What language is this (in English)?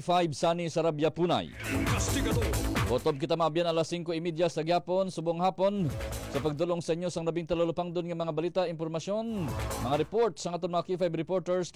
Hiligaynon